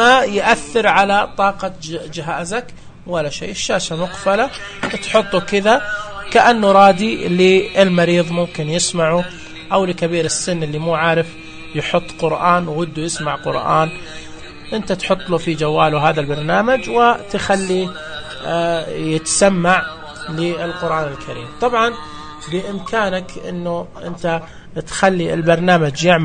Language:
Najdi Arabic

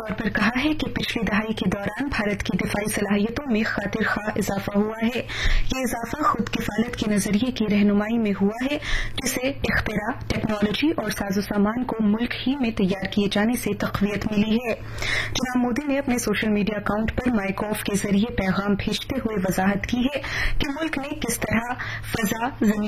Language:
Urdu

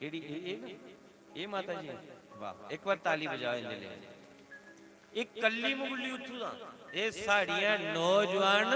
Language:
Dogri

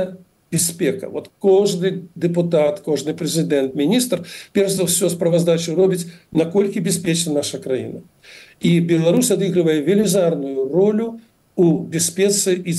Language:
Belarusian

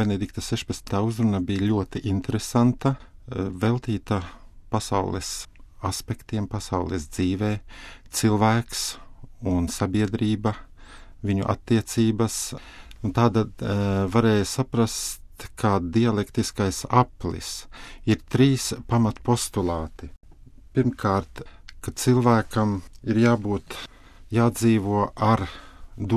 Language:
Latvian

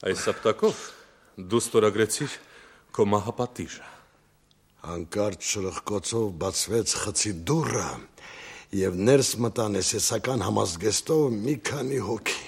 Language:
Armenian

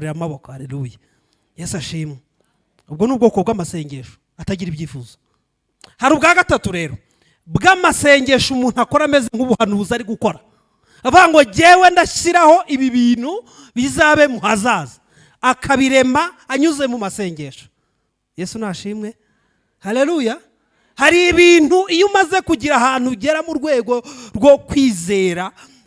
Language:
Kinyarwanda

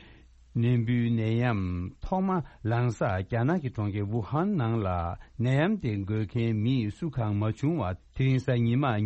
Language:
Tibetan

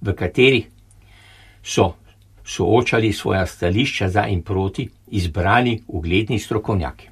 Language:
Slovenian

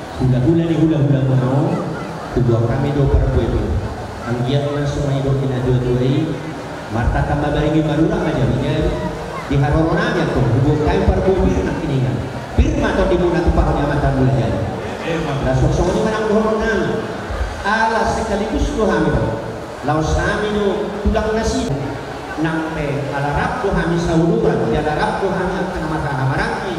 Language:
Batak Toba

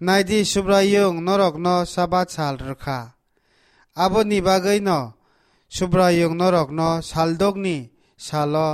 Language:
Kok Borok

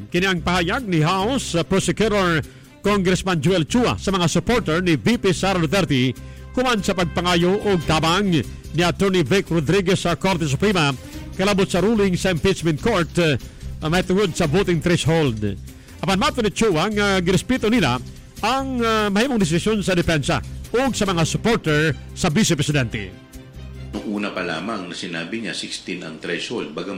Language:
Cebuano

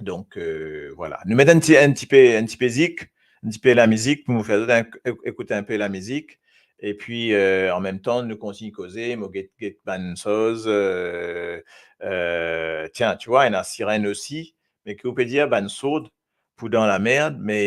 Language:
Morisyen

